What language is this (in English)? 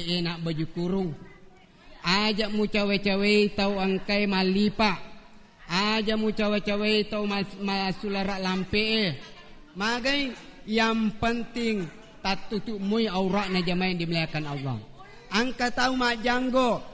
Buginese